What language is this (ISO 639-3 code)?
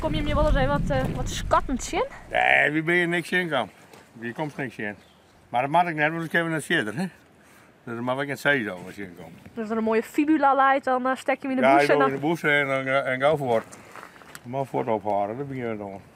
fry